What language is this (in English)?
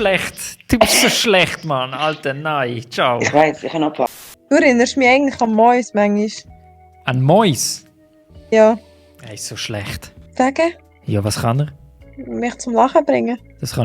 Swiss German